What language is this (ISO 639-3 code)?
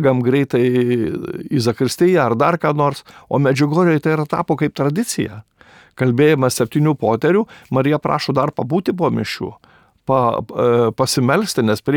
lit